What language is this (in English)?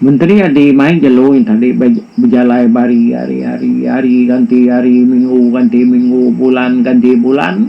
Iban